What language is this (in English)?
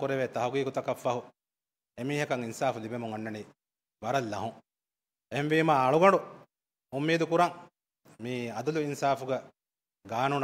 Divehi